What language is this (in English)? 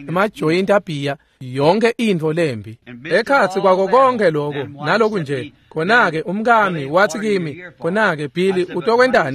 Swati